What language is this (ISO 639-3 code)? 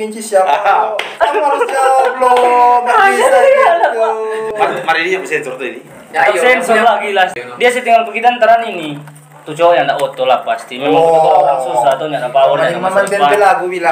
xmm